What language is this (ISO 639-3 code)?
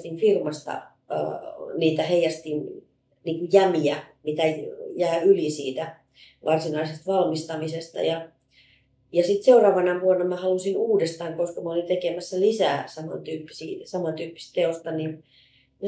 fin